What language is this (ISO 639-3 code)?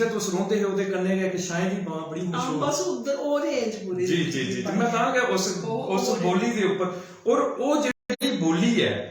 doi